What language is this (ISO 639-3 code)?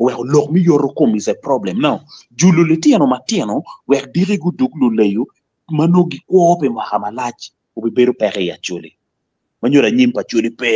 ach